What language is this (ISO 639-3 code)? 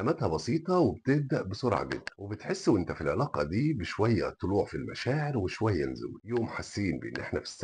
arz